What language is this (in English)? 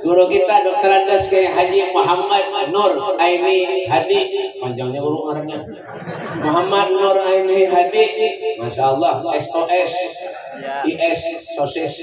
Banjar